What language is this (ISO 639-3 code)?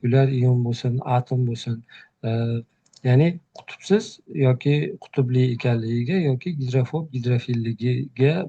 uzb